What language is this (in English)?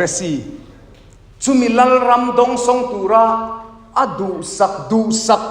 Mizo